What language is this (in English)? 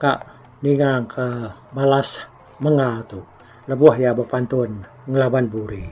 Iban